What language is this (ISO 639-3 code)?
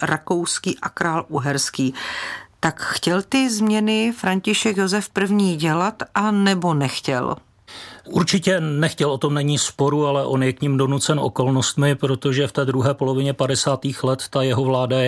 ces